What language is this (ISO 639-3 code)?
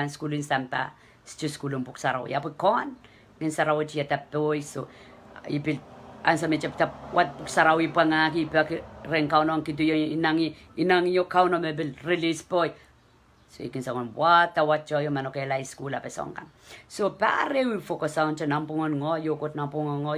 pon